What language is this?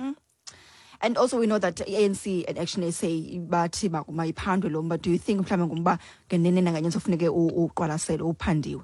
Xhosa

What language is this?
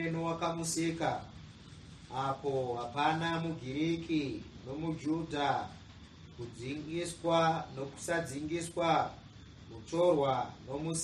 Shona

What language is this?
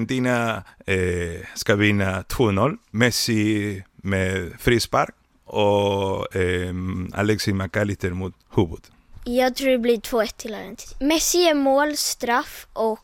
Swedish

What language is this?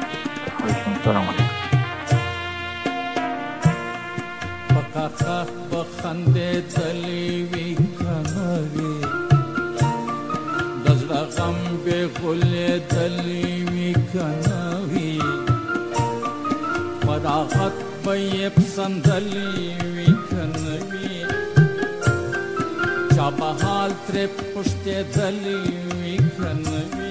Persian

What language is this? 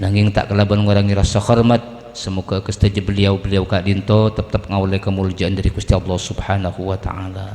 Madurese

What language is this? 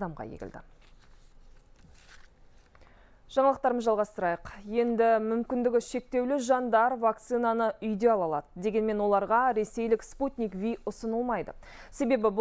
Kazakh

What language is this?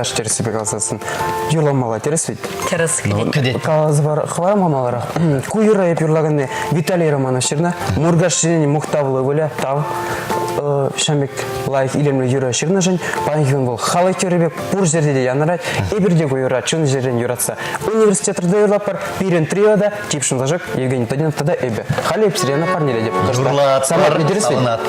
Chuvash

